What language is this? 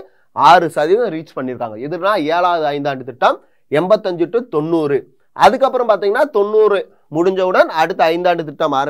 Tamil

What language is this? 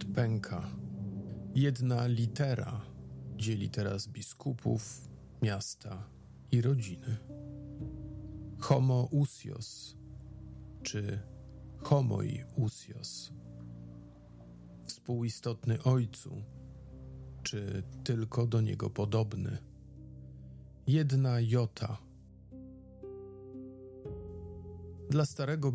Polish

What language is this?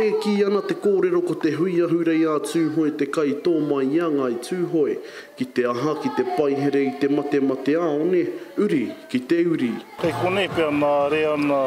Māori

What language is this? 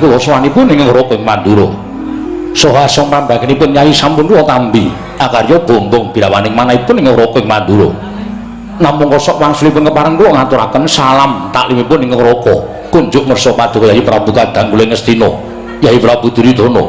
Javanese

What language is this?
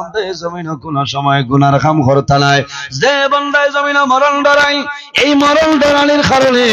Sylheti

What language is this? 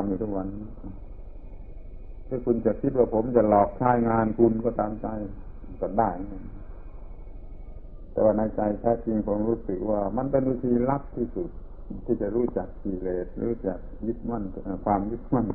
Thai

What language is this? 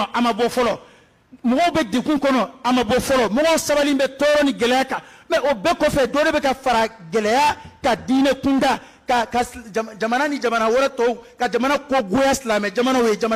Bambara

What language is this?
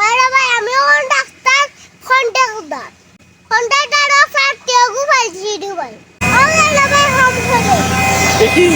Sylheti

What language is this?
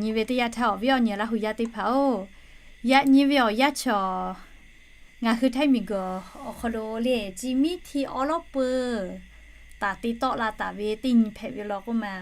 Lahu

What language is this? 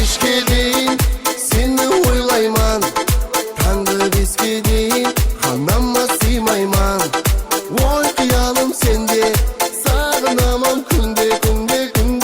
Kara-Kalpak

